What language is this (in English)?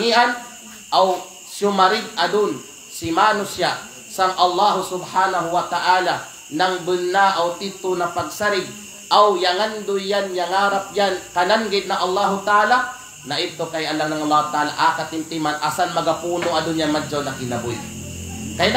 Kalagan